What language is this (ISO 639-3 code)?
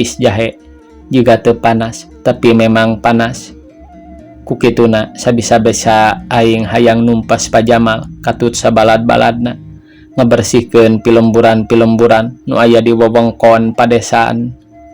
sun